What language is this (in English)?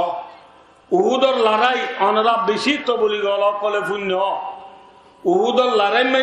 Rohingya